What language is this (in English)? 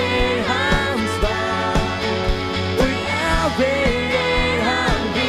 Faroese